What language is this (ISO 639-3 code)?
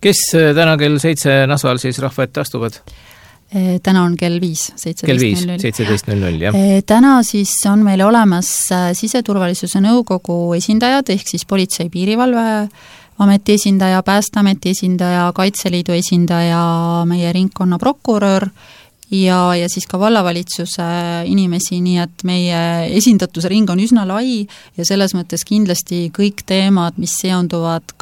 est